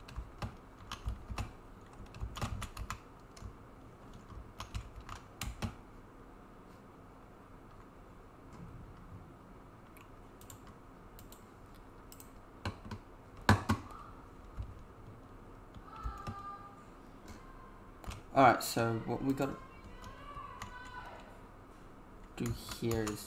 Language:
English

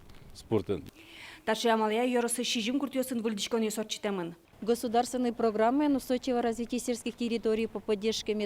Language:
Udmurt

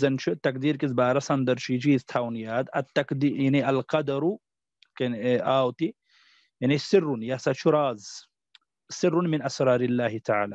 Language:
Kashmiri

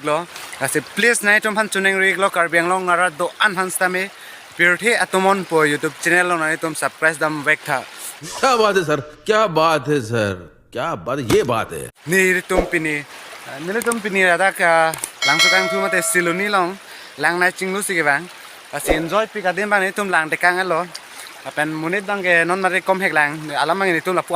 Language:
Karbi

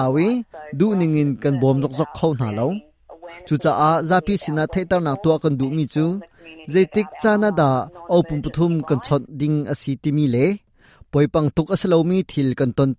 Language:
Hakha Chin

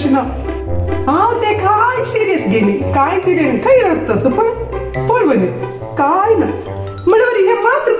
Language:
Konkani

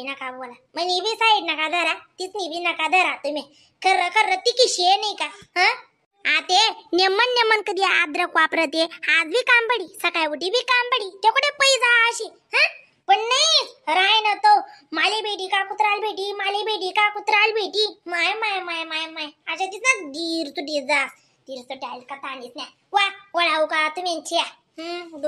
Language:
Khandesi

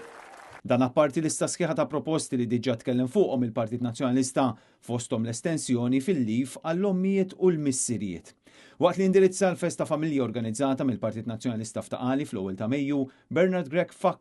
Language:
Maltese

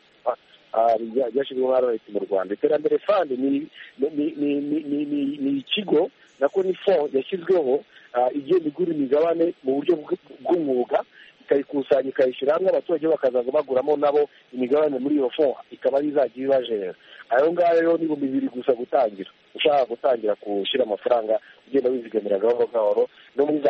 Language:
Kinyarwanda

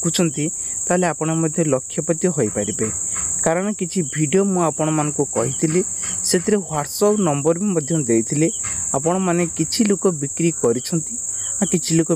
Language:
Odia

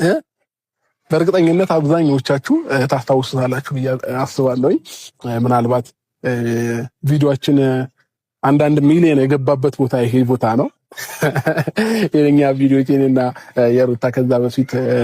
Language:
Amharic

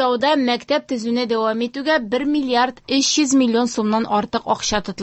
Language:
Tatar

